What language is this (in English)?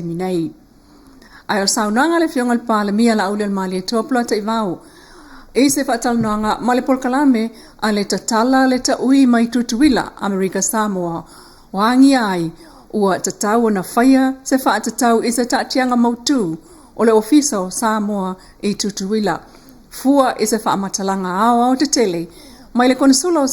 Samoan